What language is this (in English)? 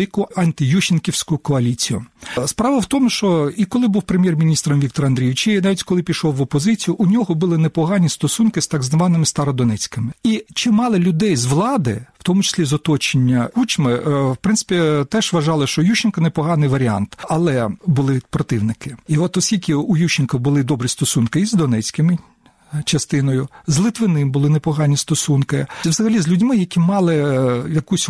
Ukrainian